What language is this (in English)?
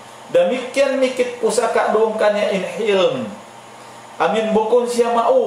Tausug